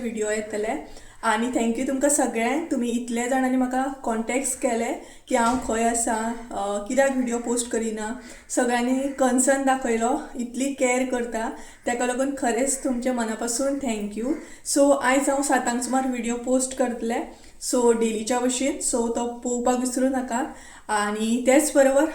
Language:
Konkani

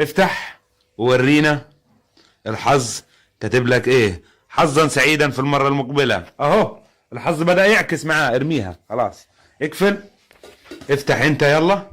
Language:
Egyptian Arabic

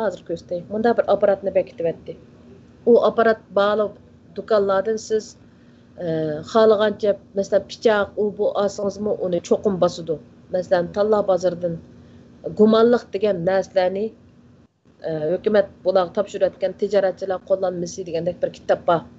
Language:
Uyghur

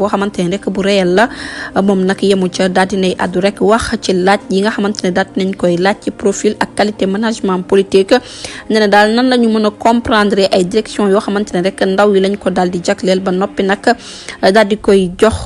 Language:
Wolof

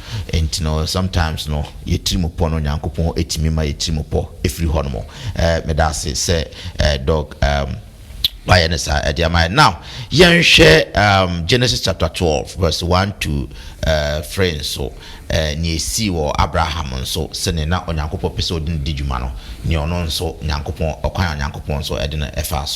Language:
Akan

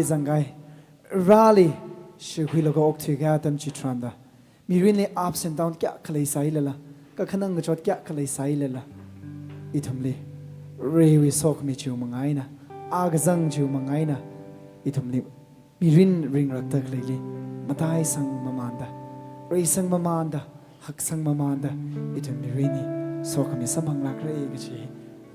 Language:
Tangkhul Naga (India)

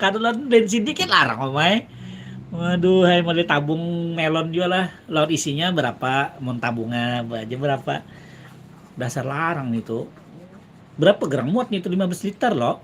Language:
Banjar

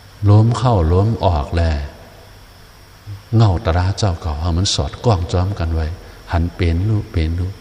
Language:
Shan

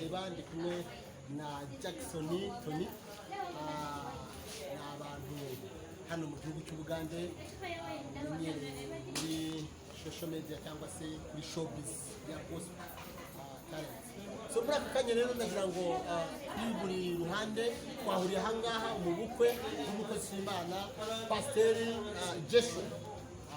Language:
Kinyarwanda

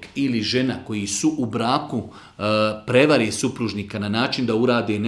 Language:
Bosnian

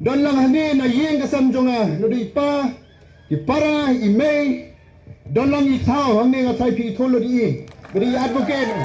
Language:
Khasi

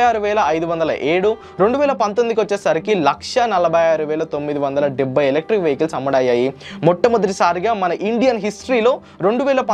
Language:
Telugu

